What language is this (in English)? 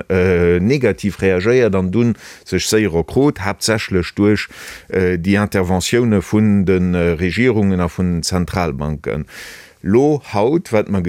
Luxembourgish